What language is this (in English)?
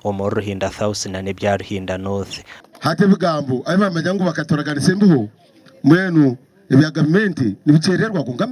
Nyankole